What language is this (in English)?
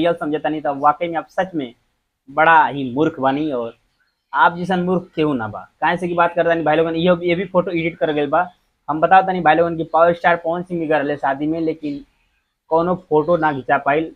Bhojpuri